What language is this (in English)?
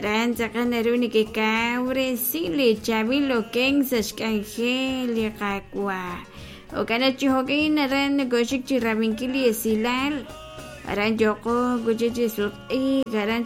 Kekchí